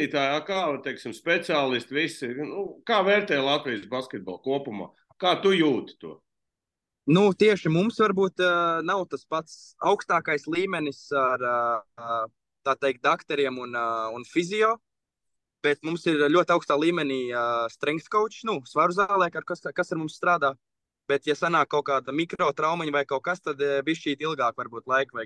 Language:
Latvian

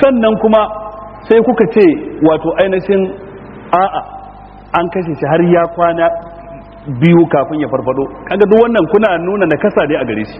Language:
Hausa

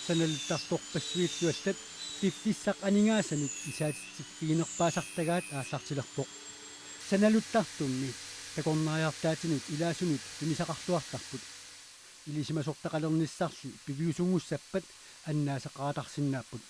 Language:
Kalaallisut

